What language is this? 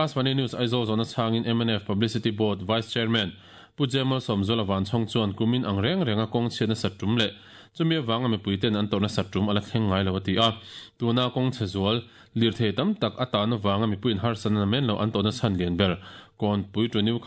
Mizo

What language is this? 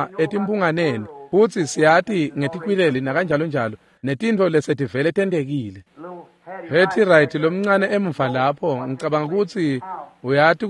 Swati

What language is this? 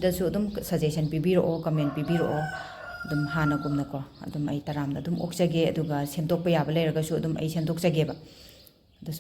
Manipuri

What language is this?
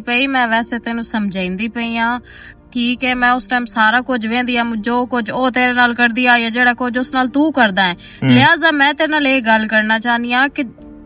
Western Panjabi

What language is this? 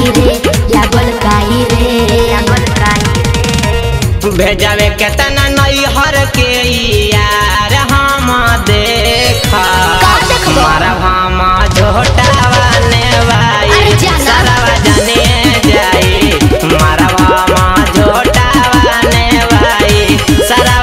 Bhojpuri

